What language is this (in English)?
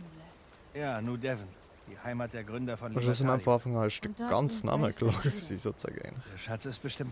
Swiss German